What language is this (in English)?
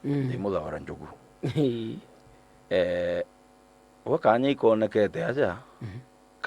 Meru